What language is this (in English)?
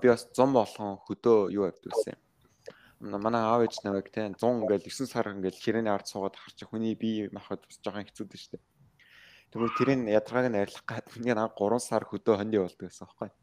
Mongolian